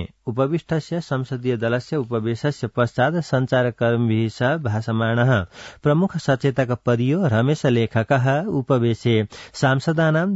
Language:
Sanskrit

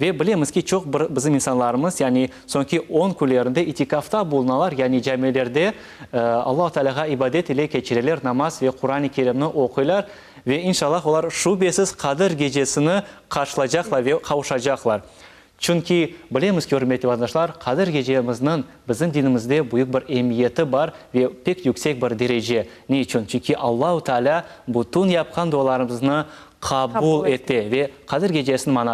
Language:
Crimean Tatar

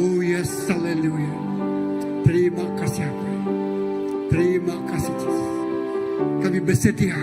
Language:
Iban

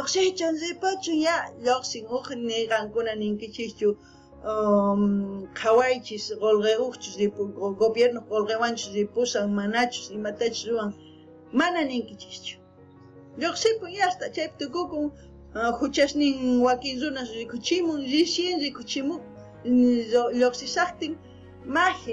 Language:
South Bolivian Quechua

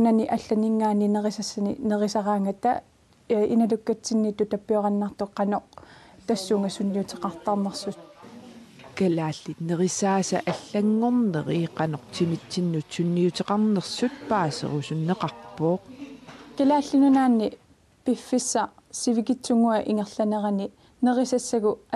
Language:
Kalaallisut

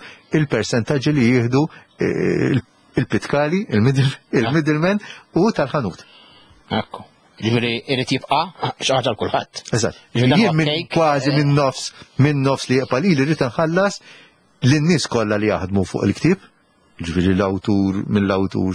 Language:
Maltese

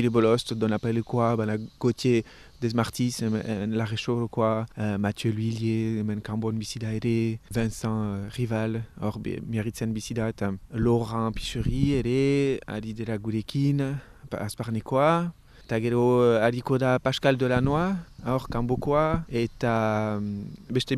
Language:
Basque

